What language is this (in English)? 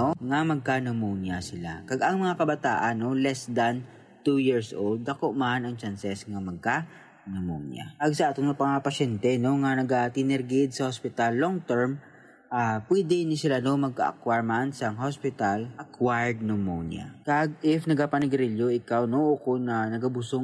Hiligaynon